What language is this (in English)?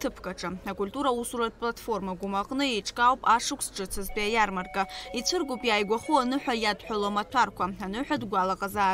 Abkhazian